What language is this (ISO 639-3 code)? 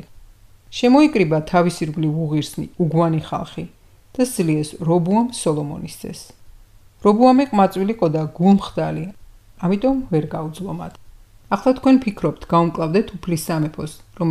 kat